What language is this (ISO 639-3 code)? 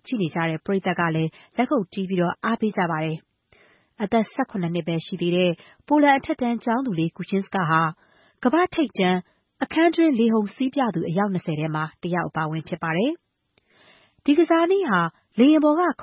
mya